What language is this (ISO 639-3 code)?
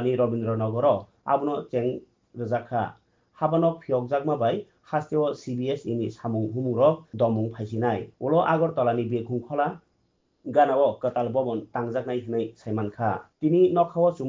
trp